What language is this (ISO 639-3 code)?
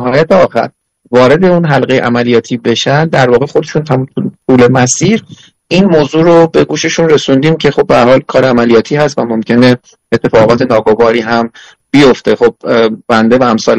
fas